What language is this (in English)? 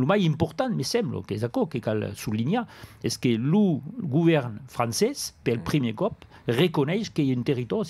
Occitan